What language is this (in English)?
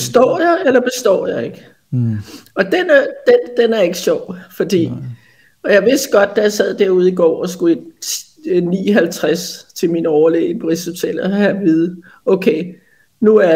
Danish